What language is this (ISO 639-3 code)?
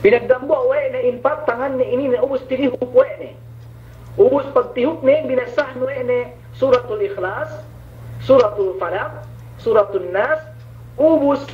yka